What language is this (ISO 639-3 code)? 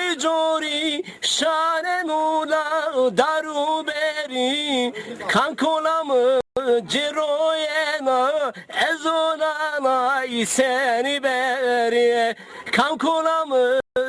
zza